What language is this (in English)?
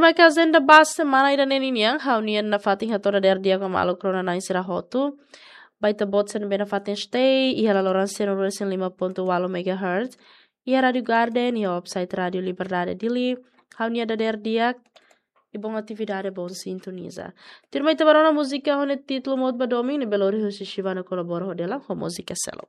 Tetum